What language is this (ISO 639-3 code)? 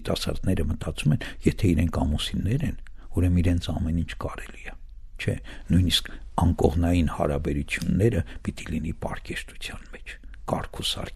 hye